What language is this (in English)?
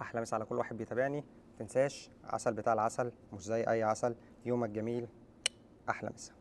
Egyptian Arabic